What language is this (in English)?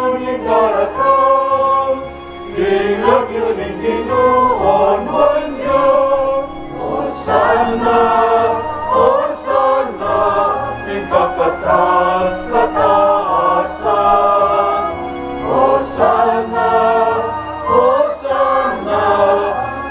Pampanga